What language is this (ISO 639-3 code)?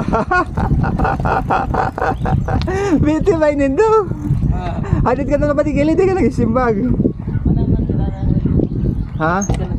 bik